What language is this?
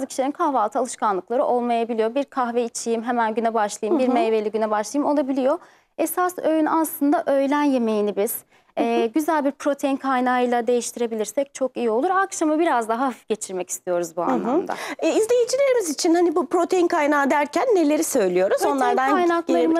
Turkish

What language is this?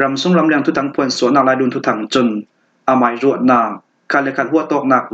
Falam Chin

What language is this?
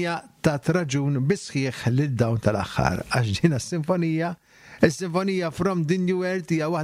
Maltese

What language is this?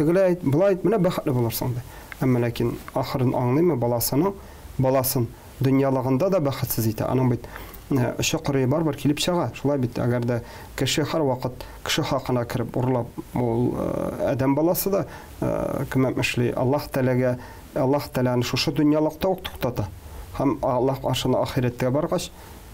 Tatar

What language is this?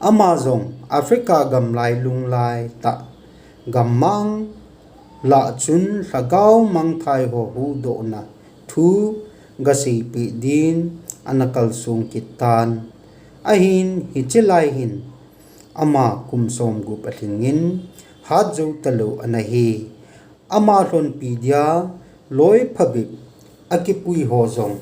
Thado Chin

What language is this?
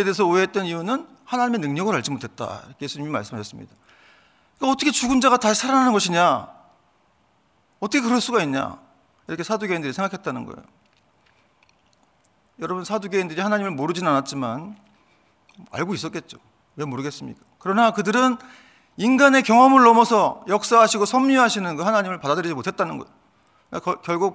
Korean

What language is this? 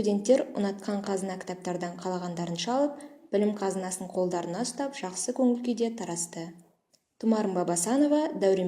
Kazakh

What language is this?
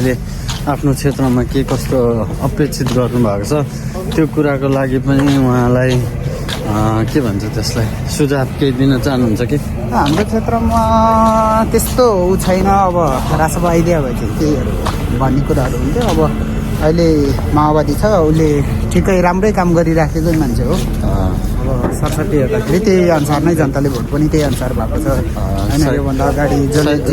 Nepali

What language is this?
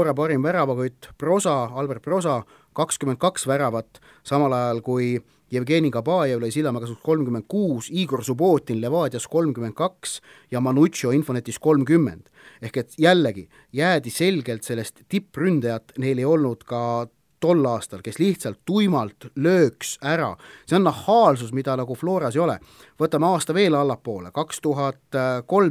Estonian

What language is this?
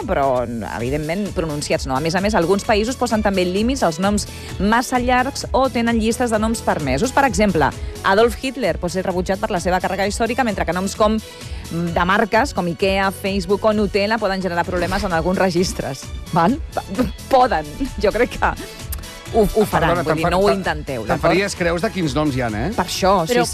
Catalan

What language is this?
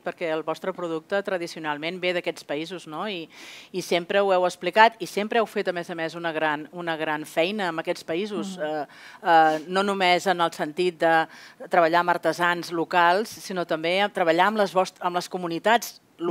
Catalan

